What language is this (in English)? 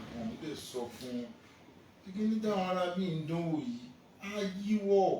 Yoruba